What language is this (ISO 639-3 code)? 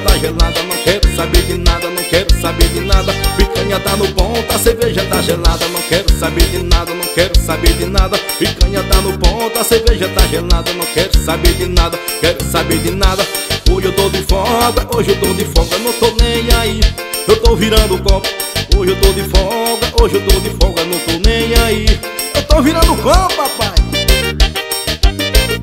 por